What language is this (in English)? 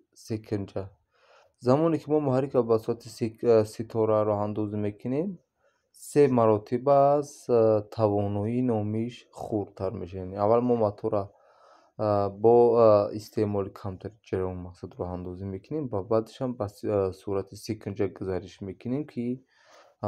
Tajik